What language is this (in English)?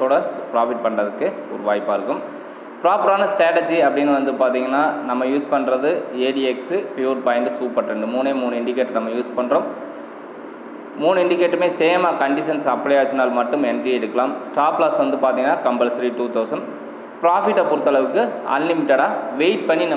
Tamil